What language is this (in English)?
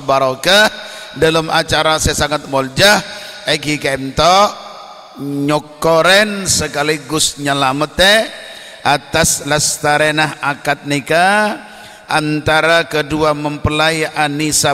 Madurese